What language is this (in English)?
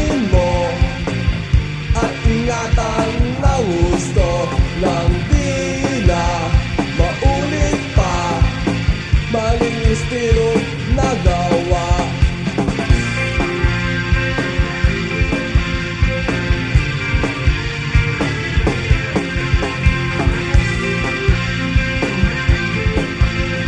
Filipino